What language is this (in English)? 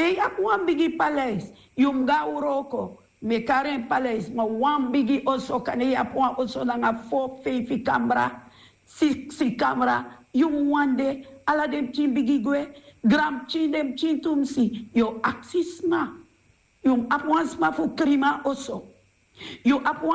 Sranan Tongo